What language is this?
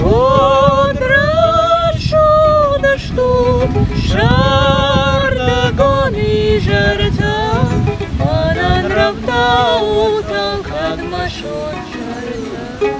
Ossetic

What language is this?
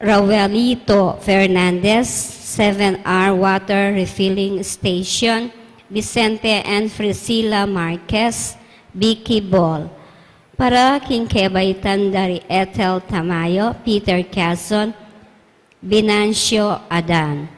Pampanga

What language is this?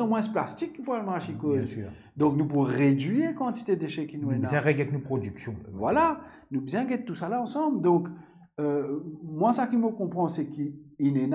Morisyen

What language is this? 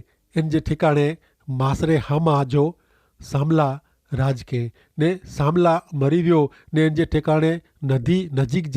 Kachhi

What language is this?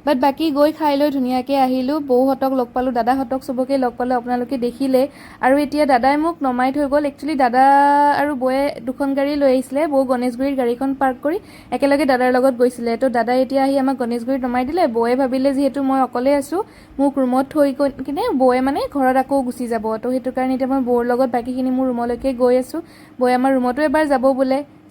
Assamese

